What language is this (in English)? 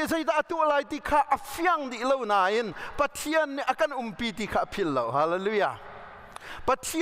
Hakha Chin